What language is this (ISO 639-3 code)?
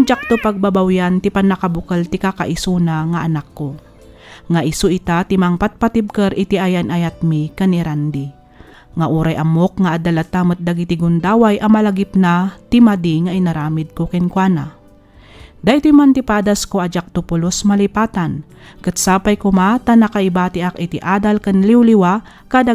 ilo